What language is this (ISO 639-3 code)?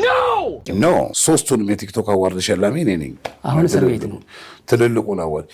amh